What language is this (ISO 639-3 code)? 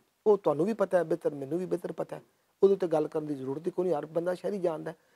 lah